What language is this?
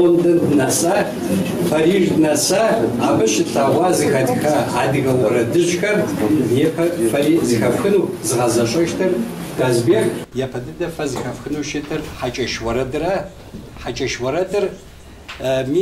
Kabardian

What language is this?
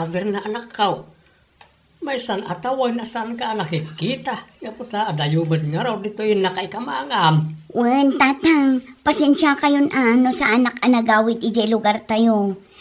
Iloko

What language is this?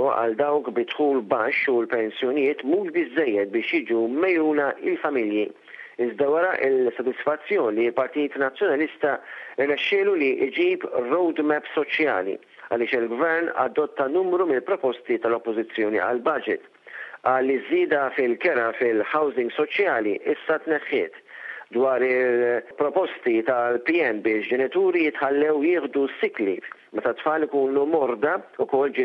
Maltese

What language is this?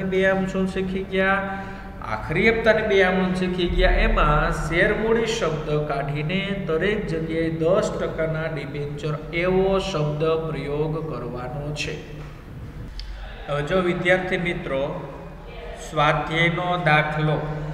Gujarati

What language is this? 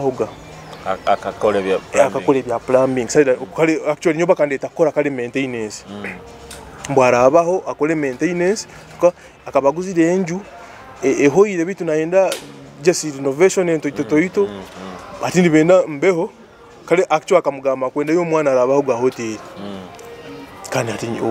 Nyoro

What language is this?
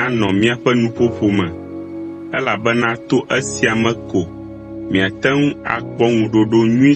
Ewe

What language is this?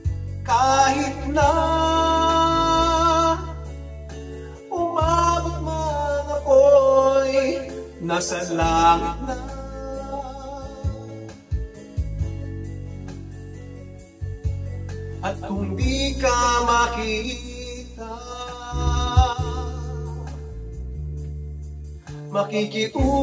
Filipino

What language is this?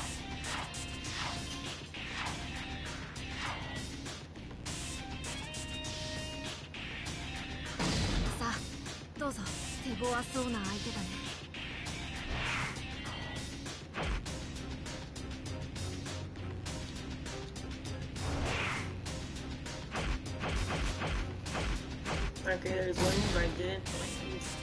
Japanese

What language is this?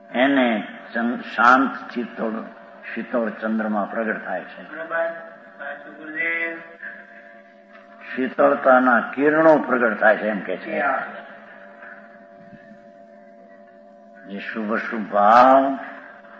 Gujarati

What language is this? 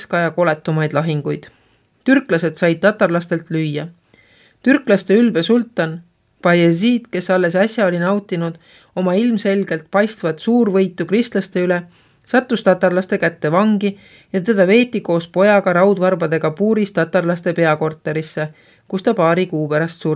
Estonian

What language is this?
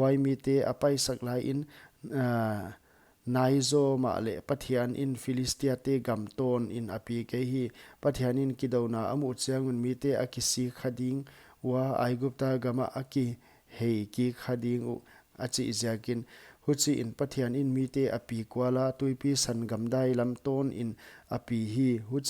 Paite Chin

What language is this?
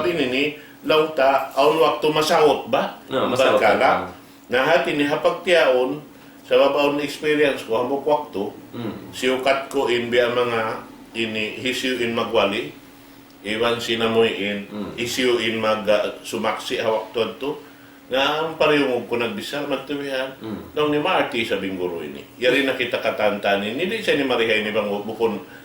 Tausug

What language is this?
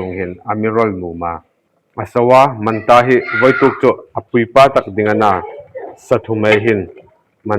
Hmar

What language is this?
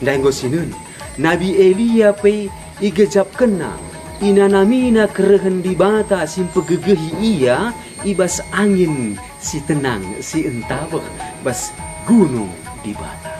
Batak Karo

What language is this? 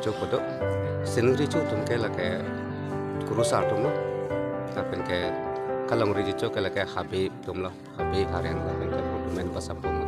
Karbi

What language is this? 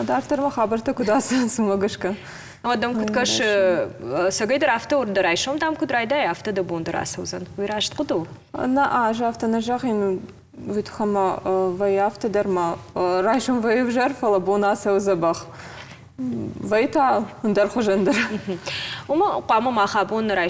Ossetic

